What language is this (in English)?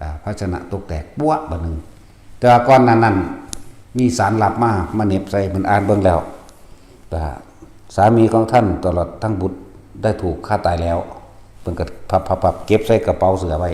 Northeastern Thai